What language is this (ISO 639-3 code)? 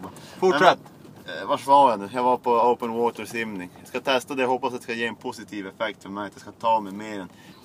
swe